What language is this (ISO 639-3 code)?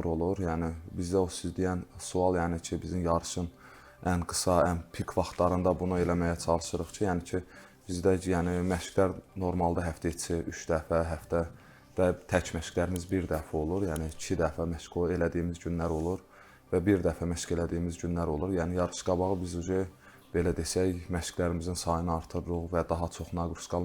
aze